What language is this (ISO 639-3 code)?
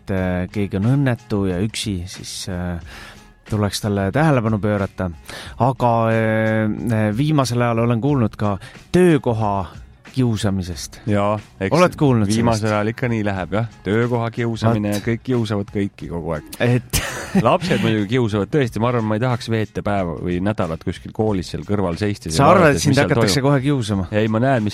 est